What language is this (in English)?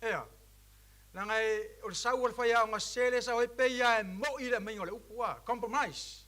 Samoan